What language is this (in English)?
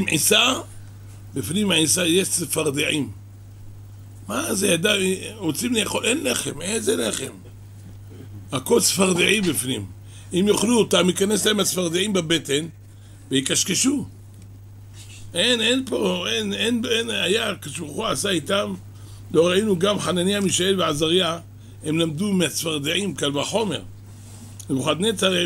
Hebrew